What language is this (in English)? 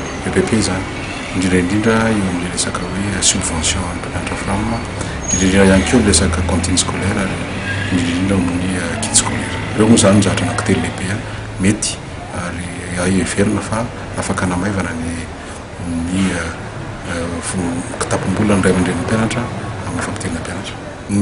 Malagasy